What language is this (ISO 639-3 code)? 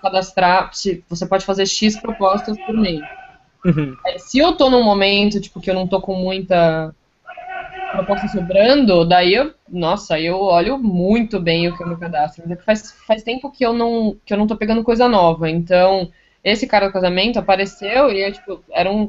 por